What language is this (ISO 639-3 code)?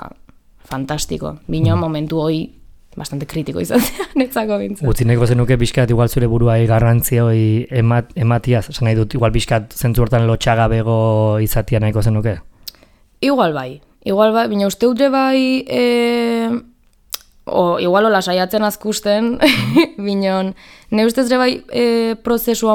eus